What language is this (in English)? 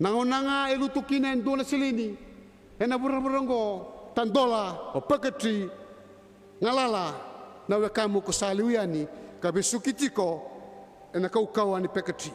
Fijian